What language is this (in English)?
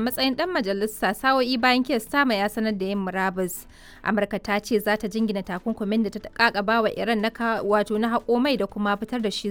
Hausa